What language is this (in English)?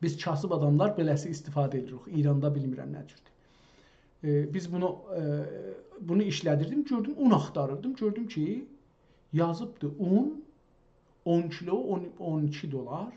South Azerbaijani